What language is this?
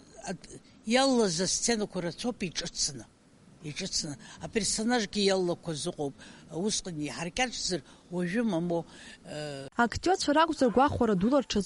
Abkhazian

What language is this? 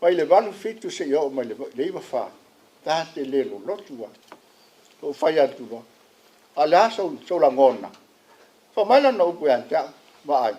Samoan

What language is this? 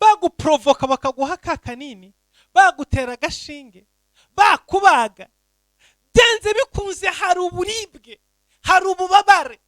Kinyarwanda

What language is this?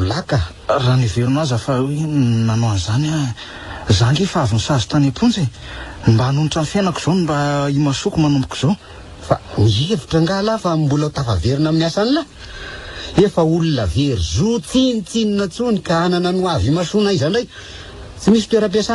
Malagasy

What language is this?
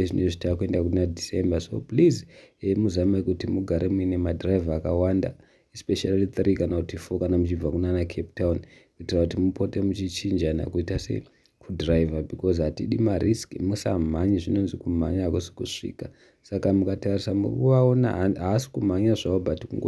Shona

